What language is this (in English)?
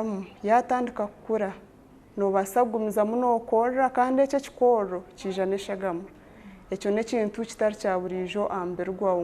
Nyankole